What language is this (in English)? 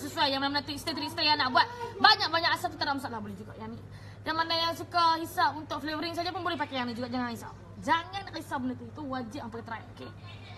Malay